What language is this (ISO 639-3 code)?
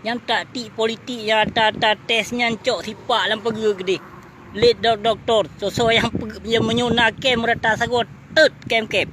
ace